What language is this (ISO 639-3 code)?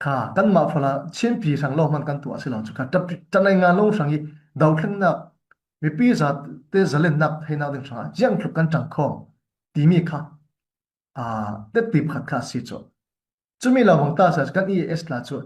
cnh